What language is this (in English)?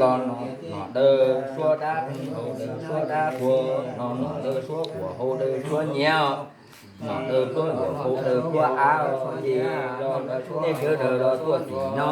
Hmong